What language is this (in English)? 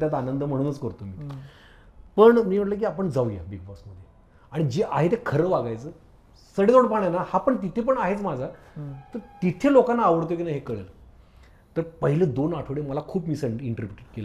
Marathi